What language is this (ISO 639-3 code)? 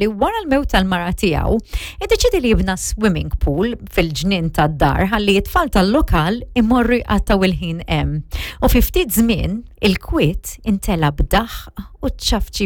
mlt